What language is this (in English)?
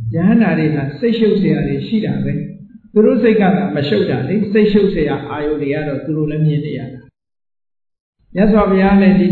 Burmese